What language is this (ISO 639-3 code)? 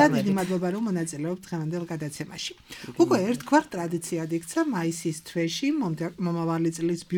kat